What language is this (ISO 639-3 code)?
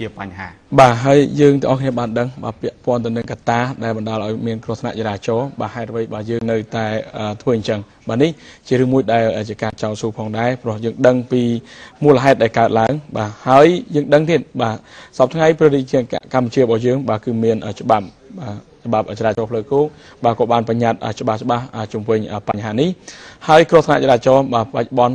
khm